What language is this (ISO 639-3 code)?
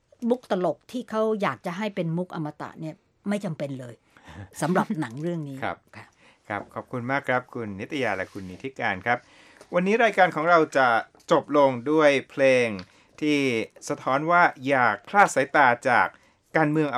tha